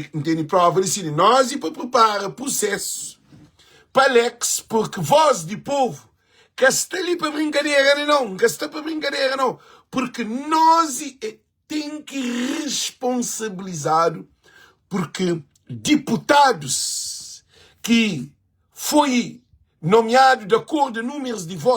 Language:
Kabuverdianu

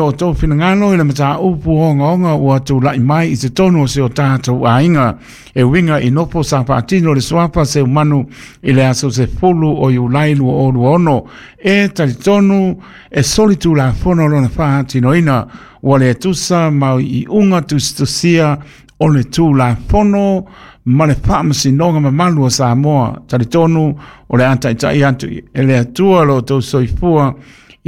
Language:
Samoan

